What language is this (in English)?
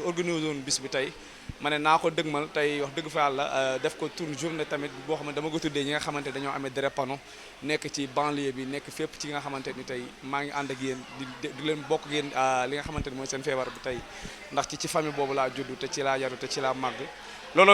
Wolof